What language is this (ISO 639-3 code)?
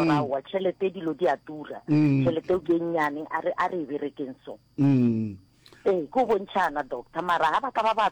nso